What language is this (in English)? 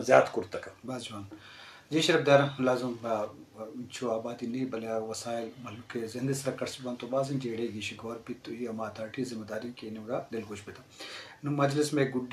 Eastern Balochi